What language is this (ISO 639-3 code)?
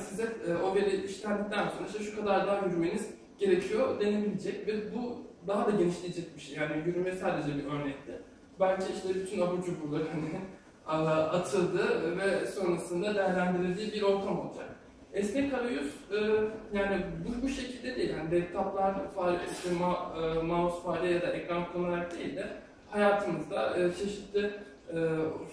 tur